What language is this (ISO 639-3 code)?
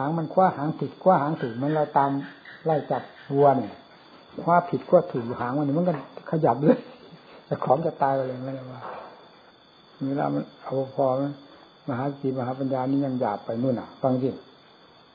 tha